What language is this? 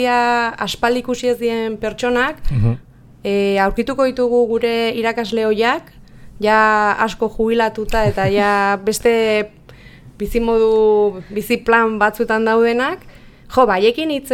Basque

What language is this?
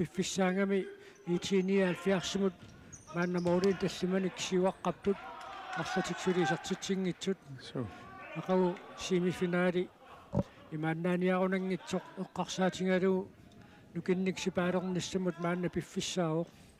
Kalaallisut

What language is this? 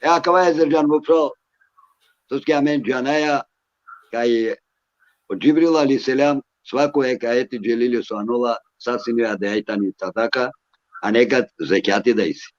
Balkan Romani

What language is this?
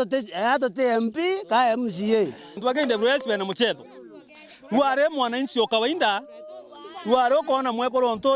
Meru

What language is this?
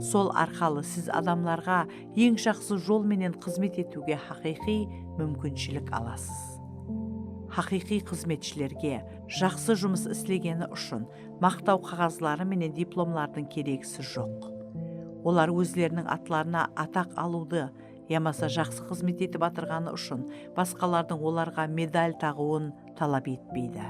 Kara-Kalpak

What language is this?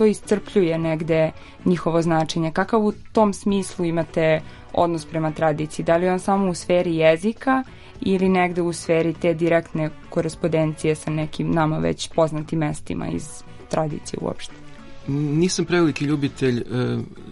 Serbian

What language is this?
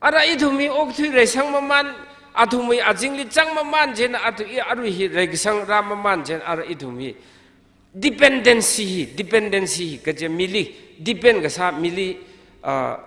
Tangkhul Naga (India)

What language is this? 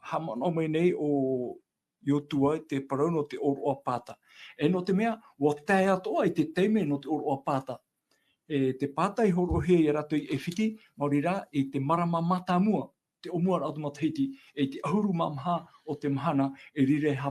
Tahitian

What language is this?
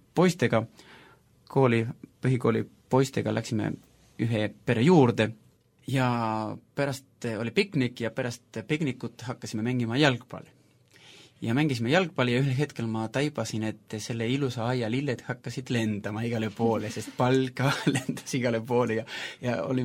Estonian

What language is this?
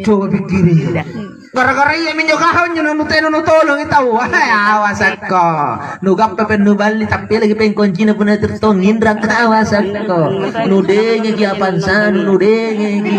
Makasar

